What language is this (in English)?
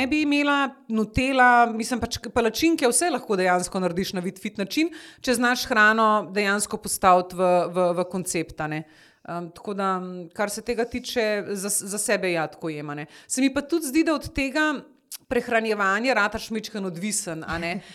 Slovenian